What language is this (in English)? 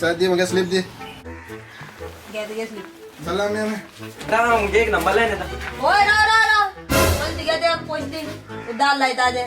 Konkani